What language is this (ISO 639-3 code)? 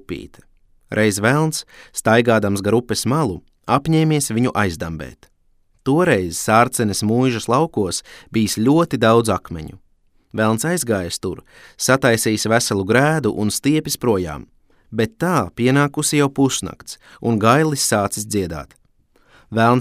lav